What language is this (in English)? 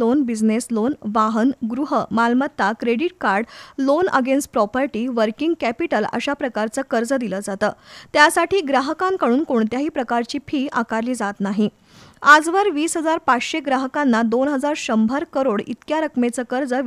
Marathi